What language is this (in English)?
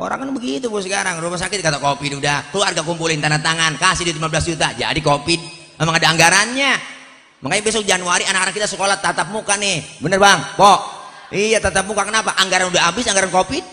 Betawi